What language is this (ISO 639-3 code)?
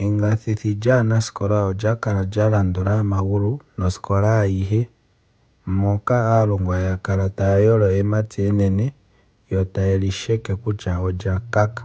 ndo